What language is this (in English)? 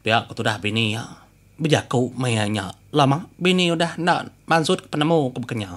Iban